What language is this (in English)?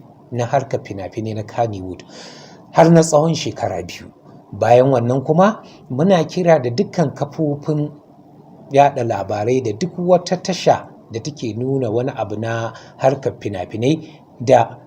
Hausa